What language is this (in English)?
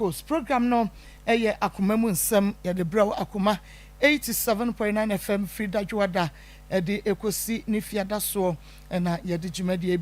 Akan